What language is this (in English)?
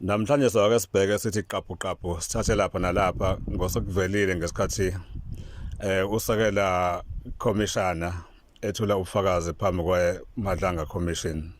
Zulu